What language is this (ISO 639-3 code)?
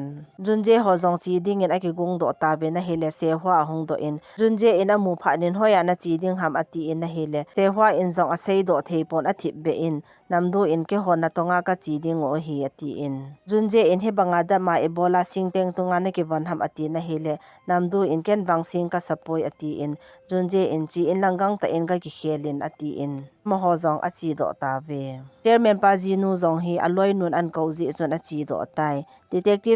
tcz